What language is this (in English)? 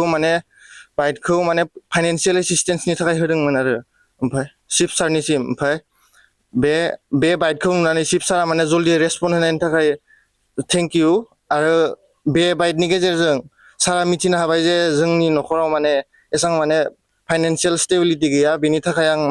Bodo